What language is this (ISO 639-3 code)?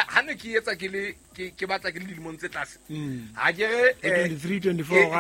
sot